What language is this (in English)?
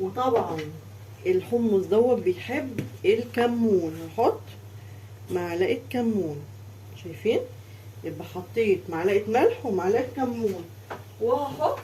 Egyptian Arabic